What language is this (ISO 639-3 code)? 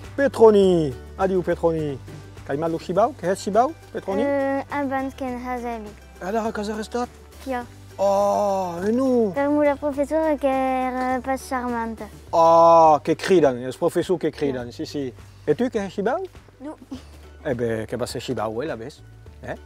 oci